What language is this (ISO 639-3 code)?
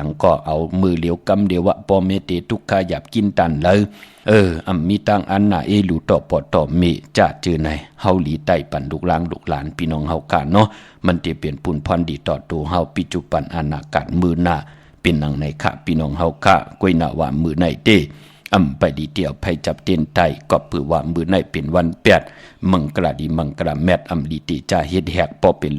shn